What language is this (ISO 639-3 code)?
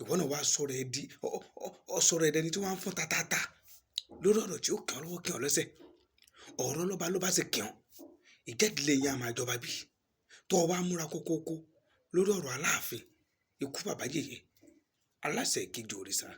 yor